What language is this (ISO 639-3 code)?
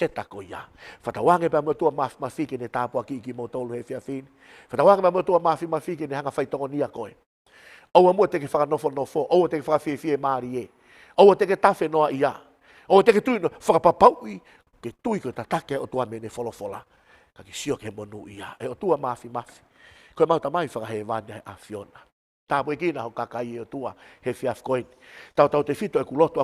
ton